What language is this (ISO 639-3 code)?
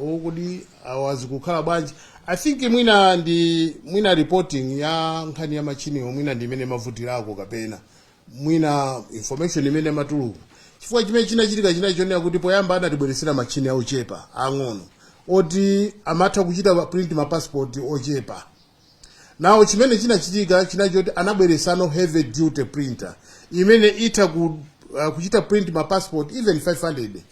nya